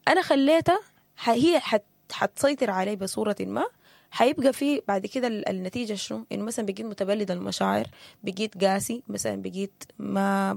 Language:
Sudanese Arabic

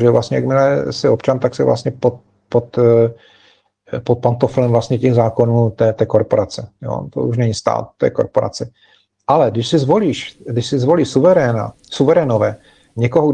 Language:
Czech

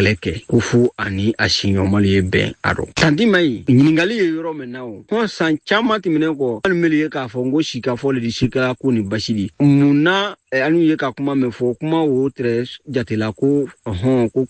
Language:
Bambara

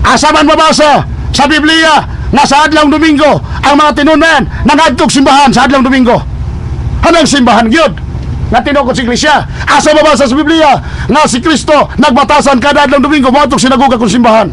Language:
Cebuano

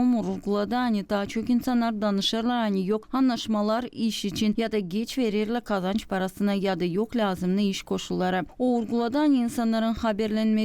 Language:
Gagauz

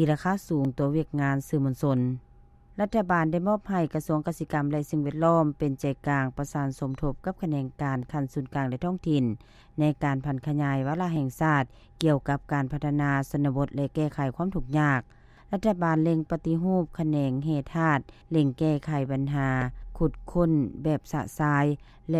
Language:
Lao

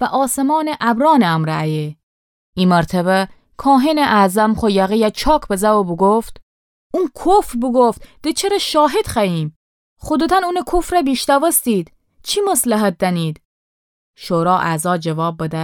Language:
Gilaki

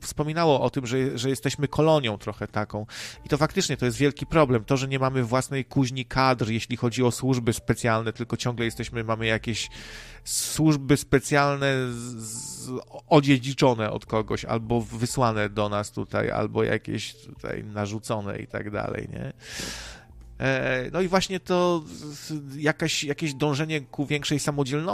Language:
Polish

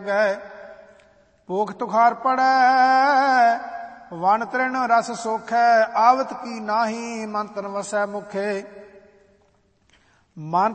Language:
Punjabi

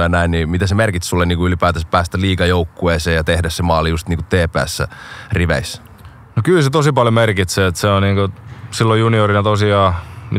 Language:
Finnish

